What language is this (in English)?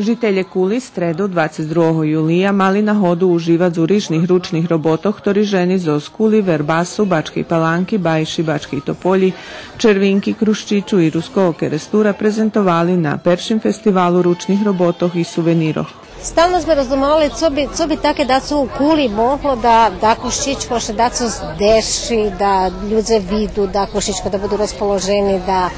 Rusyn